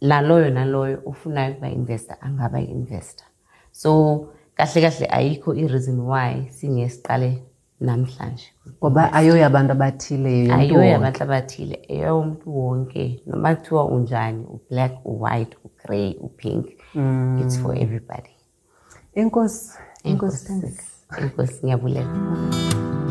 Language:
Xhosa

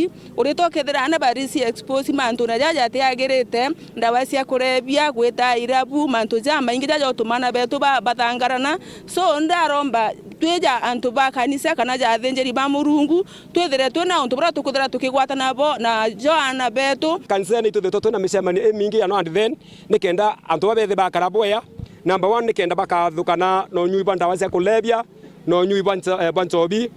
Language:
Meru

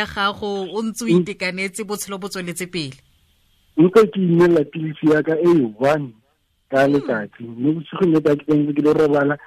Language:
Tswana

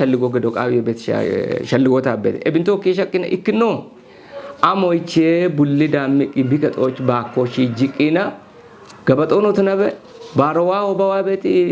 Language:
Kafa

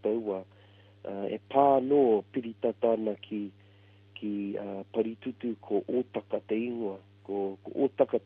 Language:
Māori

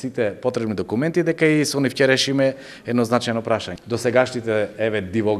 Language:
Macedonian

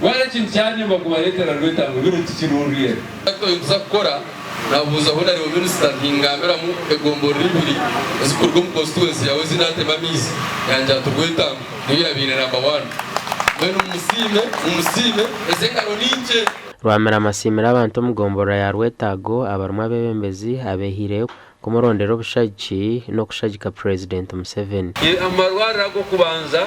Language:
Nyankole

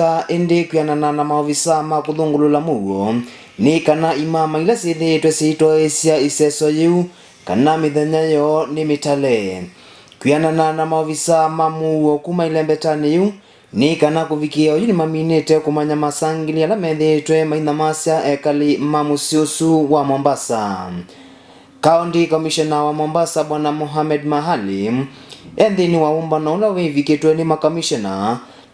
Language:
Kamba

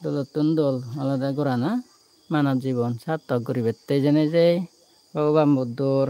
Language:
Chakma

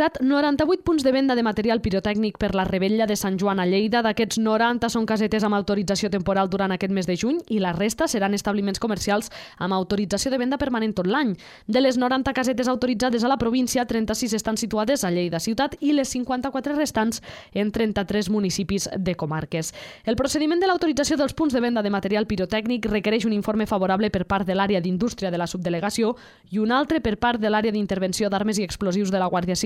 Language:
Catalan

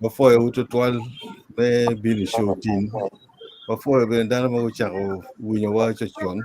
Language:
Acoli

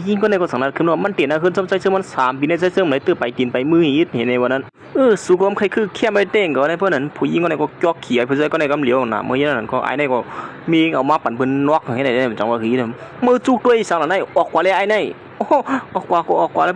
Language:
Shan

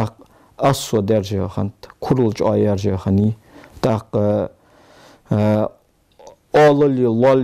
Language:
Ingush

